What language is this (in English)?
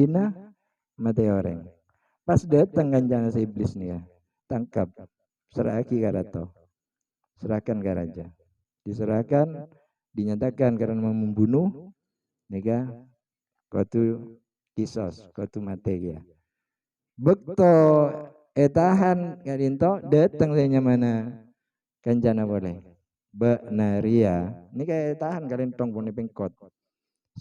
Madurese